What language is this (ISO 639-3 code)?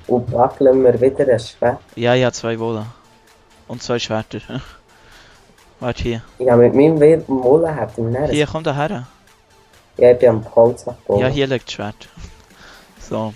gsw